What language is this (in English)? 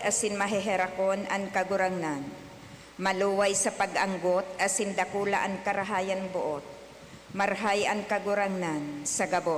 Bikol